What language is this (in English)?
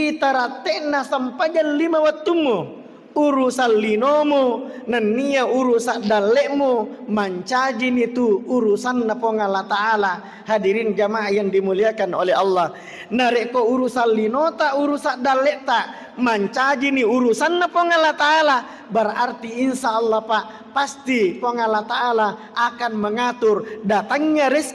Buginese